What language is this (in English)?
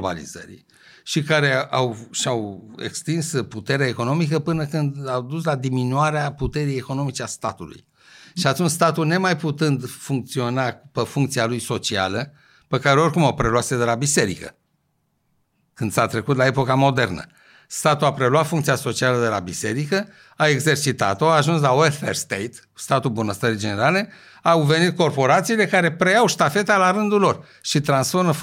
Romanian